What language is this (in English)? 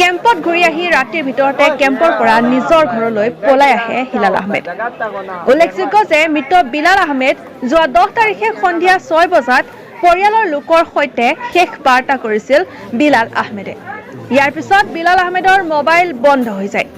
Assamese